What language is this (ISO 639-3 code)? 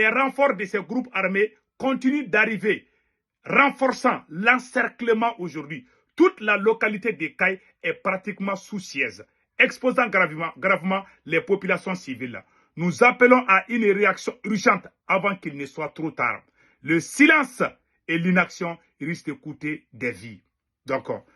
bam